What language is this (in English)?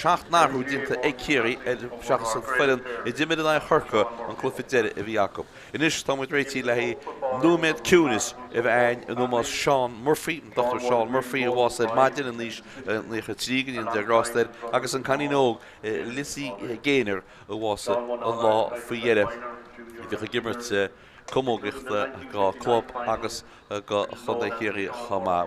Irish